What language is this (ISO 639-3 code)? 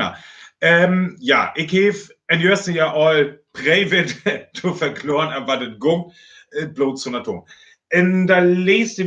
frr